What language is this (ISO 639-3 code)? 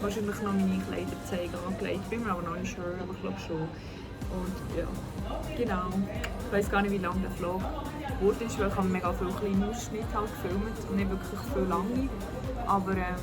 gsw